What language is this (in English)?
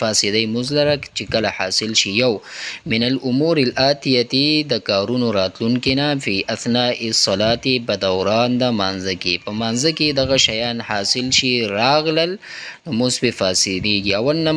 Pashto